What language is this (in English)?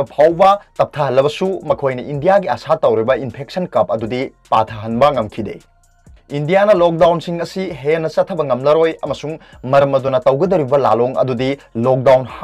Manipuri